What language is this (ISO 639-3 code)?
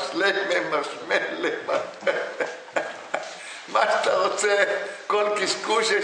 heb